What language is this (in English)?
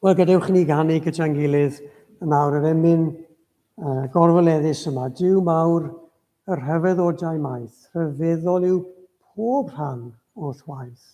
Welsh